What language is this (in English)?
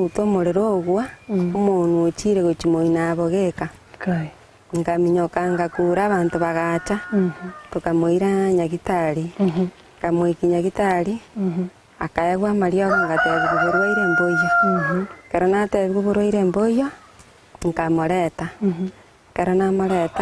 Gusii